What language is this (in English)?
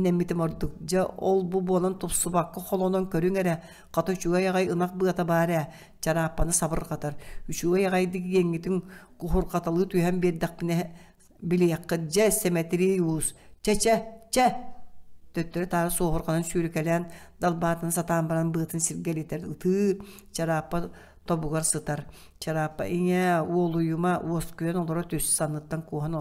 Yakut